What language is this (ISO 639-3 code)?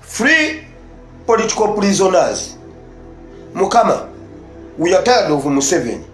lug